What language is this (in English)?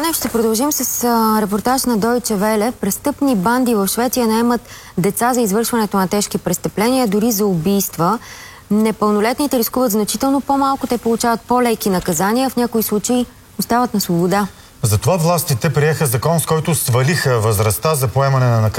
Bulgarian